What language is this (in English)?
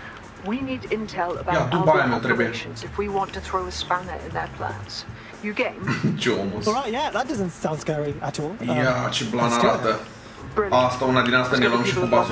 Romanian